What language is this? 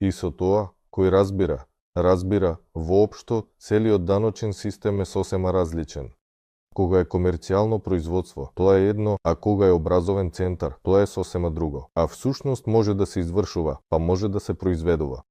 Macedonian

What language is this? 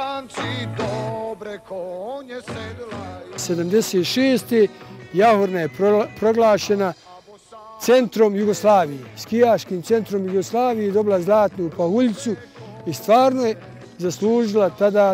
Bosnian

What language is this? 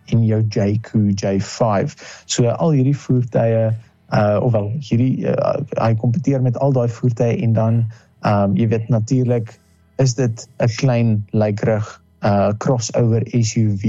Afrikaans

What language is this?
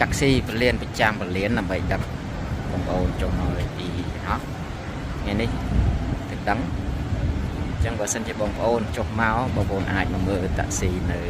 Khmer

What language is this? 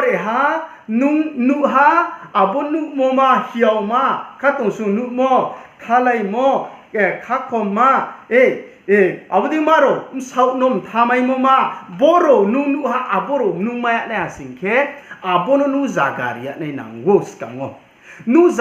Riang (India)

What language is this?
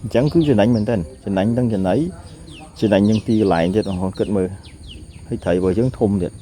Khmer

